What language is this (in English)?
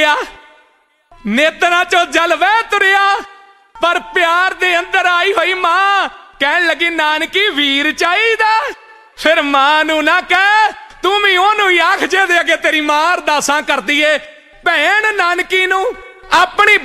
Punjabi